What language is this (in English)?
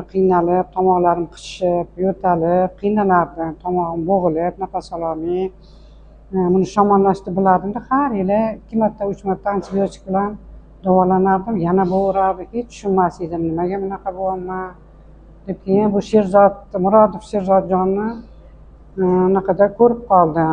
Uzbek